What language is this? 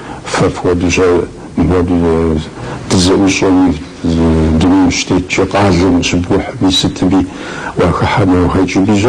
Kabardian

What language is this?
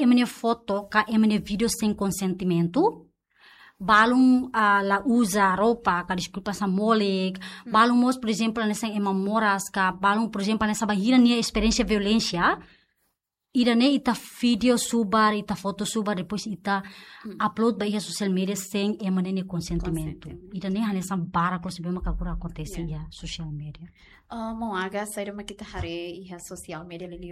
Tetum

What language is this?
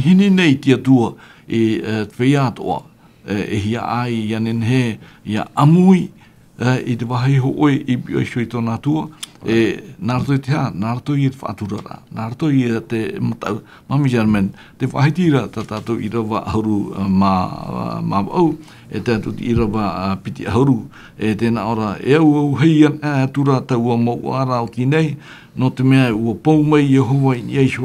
Tahitian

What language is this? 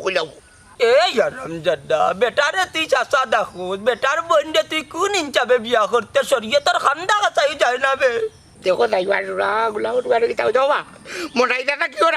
Sylheti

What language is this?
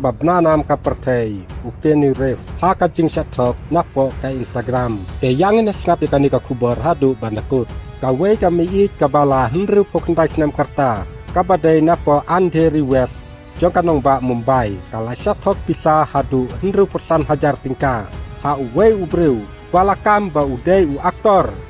Khasi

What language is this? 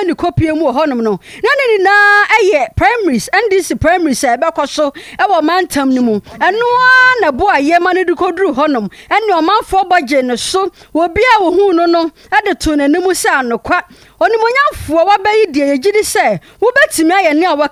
Akan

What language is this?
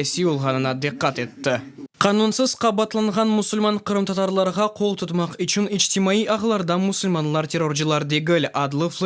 Crimean Tatar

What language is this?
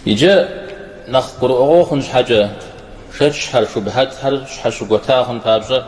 Kabardian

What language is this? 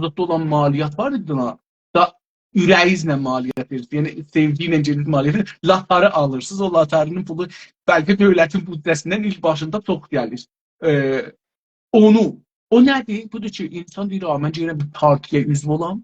South Azerbaijani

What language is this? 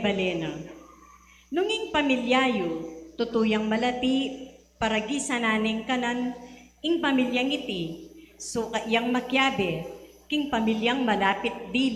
Pampanga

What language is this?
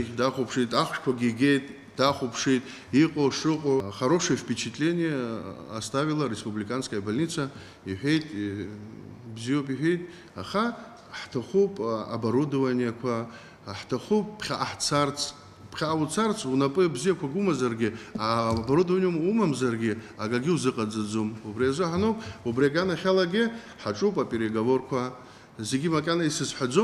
Abkhazian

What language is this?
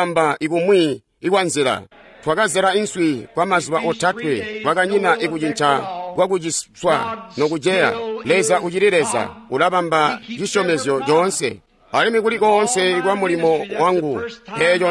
Tonga (Zambia)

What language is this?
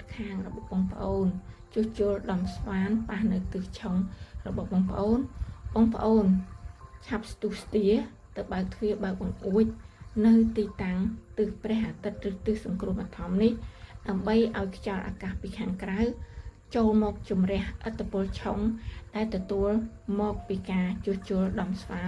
Khmer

